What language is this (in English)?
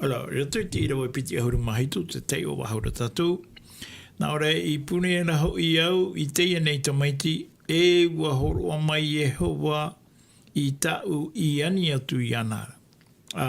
Tahitian